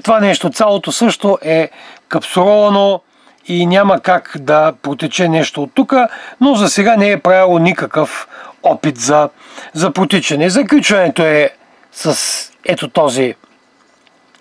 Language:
Bulgarian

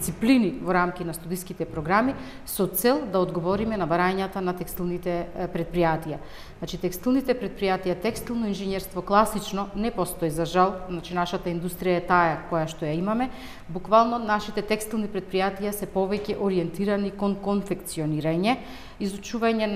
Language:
Macedonian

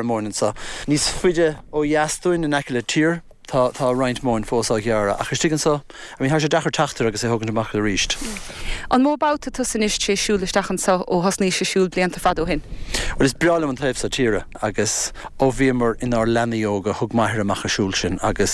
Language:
Irish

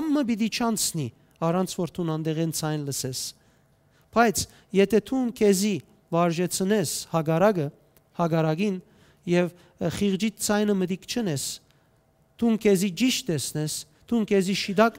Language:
Western Armenian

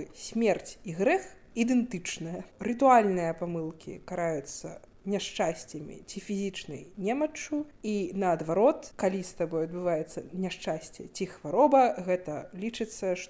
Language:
Belarusian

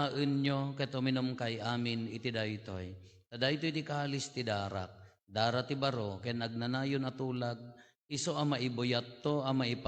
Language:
Iloko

